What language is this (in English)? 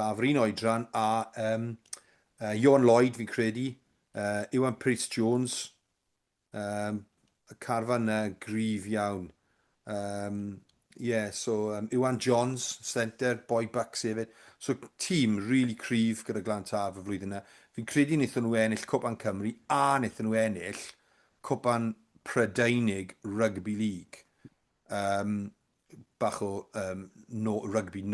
Welsh